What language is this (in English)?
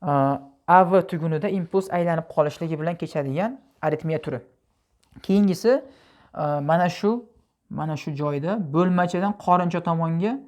Uzbek